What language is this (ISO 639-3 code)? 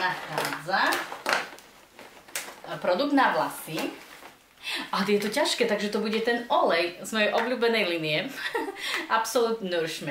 slk